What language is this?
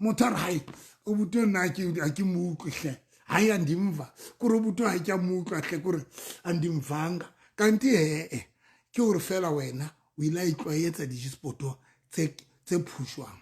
Southern Sotho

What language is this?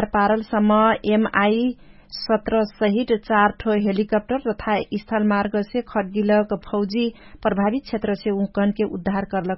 Dangaura Tharu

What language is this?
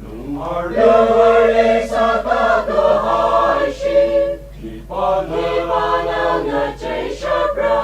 Tangkhul Naga (India)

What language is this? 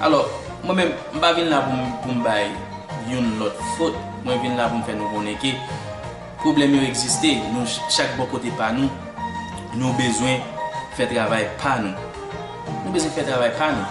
Haitian Creole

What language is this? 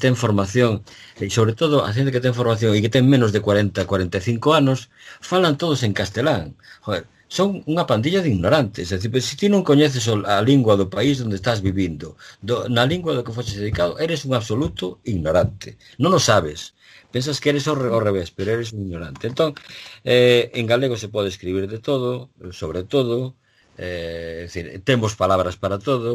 Galician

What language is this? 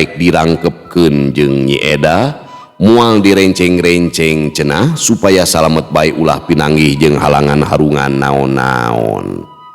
Sundanese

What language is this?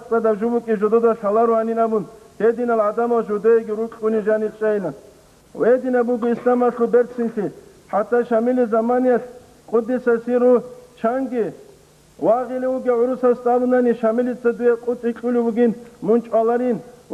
Avaric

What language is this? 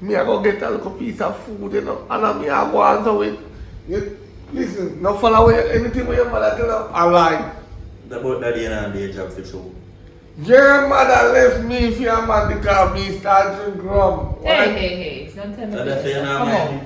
Jamaican Creole English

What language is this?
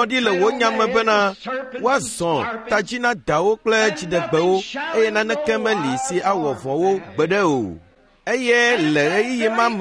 Ewe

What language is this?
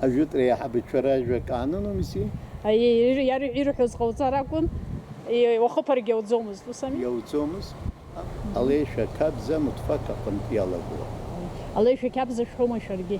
Abkhazian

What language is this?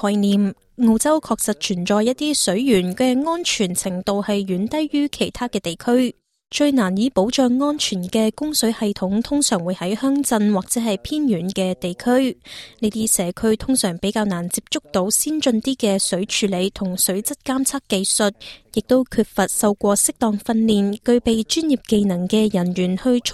Cantonese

